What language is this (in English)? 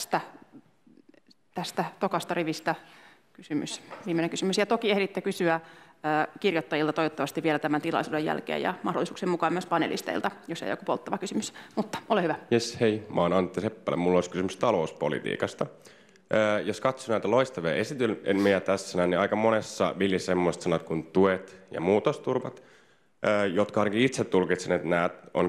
Finnish